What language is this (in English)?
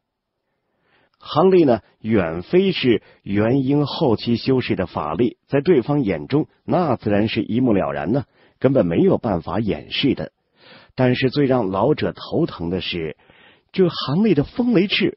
Chinese